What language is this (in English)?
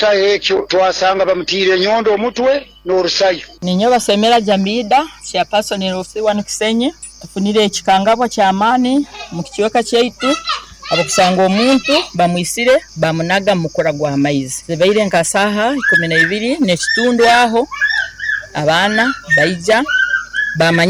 Nyoro